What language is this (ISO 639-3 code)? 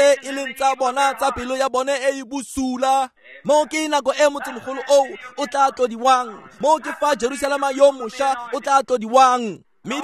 tsn